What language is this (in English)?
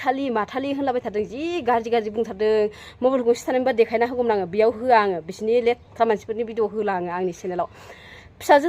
Bodo